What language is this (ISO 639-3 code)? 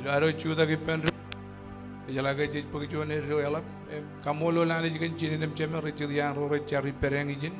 mah